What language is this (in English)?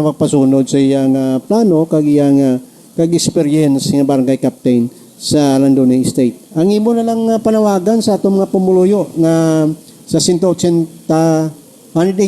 Hiligaynon